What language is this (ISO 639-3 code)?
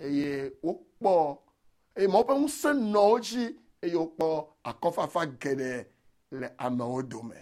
ewe